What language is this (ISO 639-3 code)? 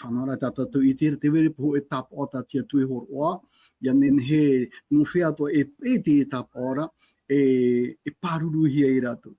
tah